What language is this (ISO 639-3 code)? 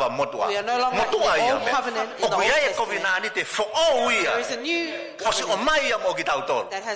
ton